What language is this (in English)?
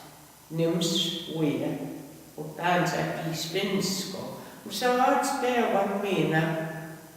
Plains Cree